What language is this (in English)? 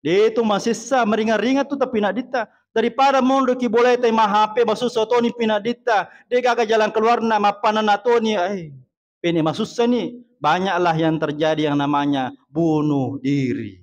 Buginese